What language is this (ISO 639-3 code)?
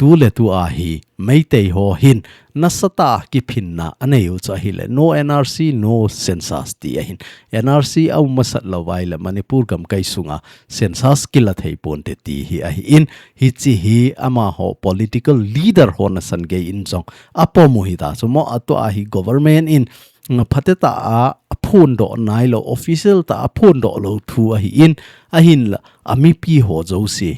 tcz